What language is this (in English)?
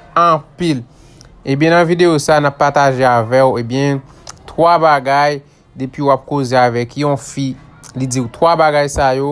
Haitian Creole